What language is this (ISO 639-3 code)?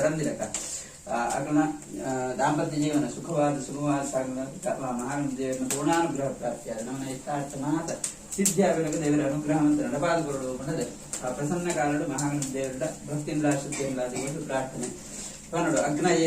tcy